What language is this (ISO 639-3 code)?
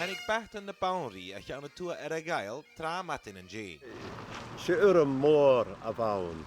gla